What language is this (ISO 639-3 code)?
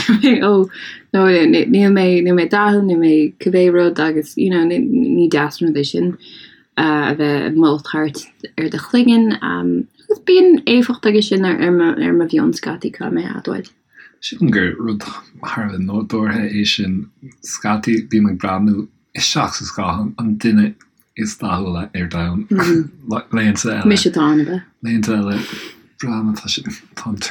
gle